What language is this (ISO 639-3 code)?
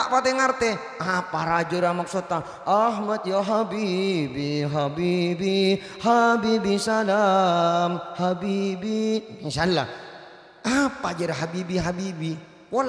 mad